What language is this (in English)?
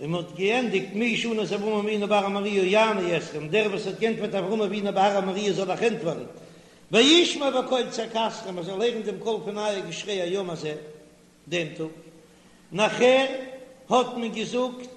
Yiddish